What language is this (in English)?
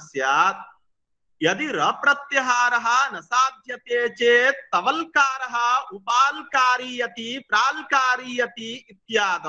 Sanskrit